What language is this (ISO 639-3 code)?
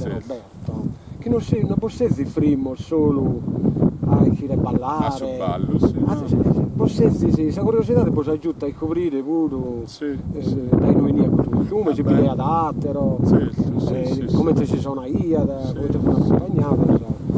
srd